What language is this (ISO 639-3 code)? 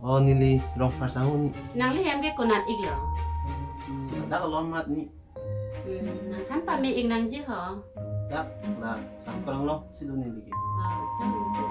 mjw